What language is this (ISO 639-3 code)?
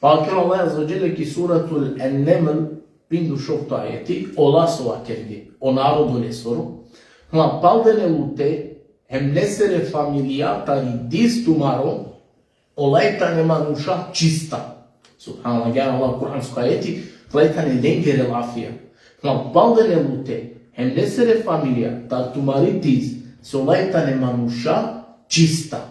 rmn